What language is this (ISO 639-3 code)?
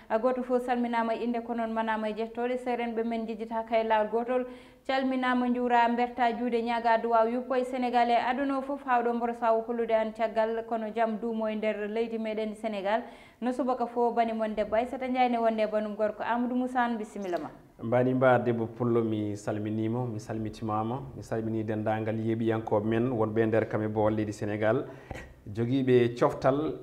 ful